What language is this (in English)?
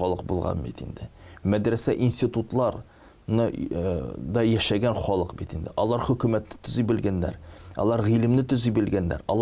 Tatar